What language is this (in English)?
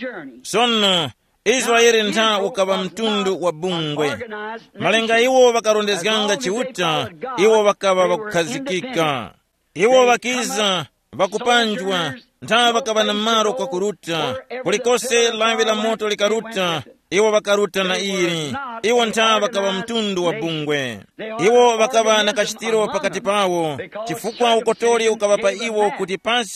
Tumbuka